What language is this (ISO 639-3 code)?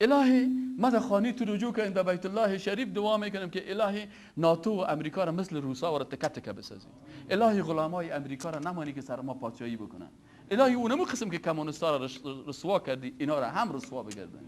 fas